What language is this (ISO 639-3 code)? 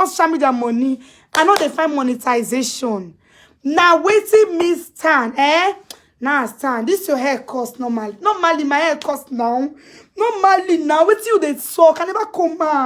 pcm